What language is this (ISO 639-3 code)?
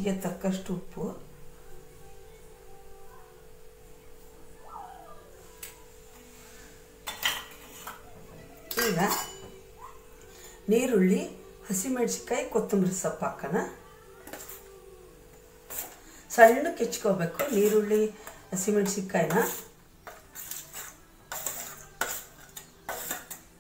kan